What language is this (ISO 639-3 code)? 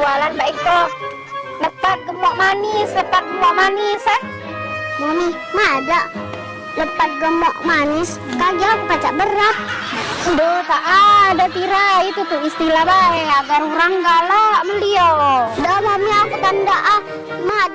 mui